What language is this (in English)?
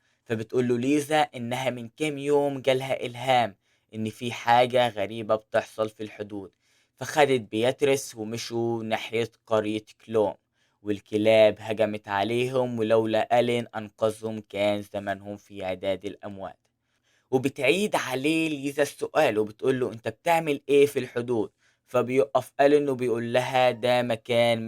Egyptian Arabic